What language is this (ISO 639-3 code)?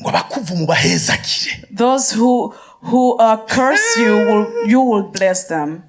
run